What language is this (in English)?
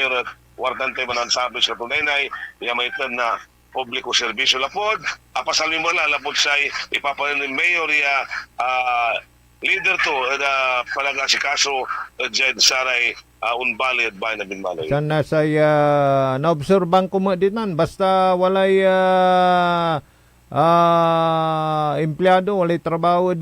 Pangasinan